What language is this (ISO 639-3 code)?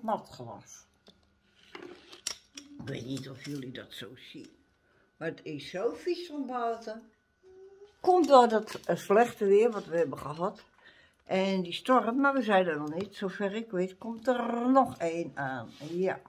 nld